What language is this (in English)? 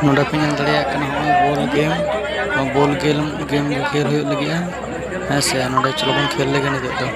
Santali